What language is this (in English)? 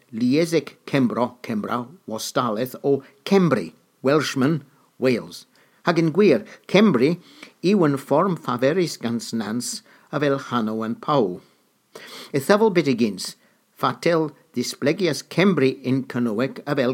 Cornish